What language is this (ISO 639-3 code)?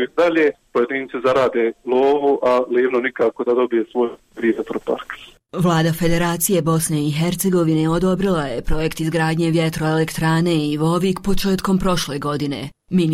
bos